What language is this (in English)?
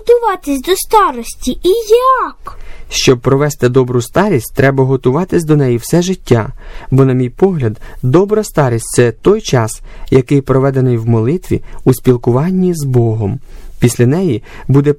Ukrainian